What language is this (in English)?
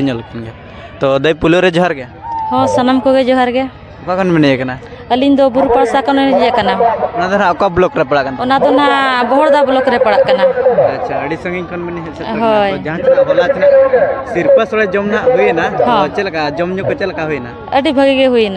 Santali